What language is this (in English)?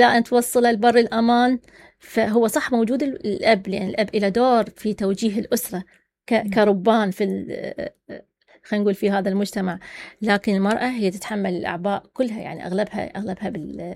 Mesopotamian Arabic